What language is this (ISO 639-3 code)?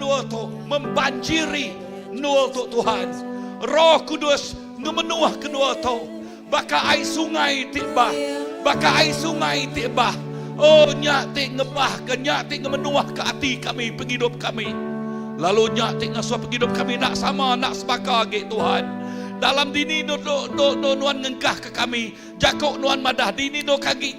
iba